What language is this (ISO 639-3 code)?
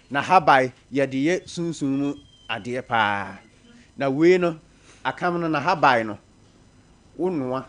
aka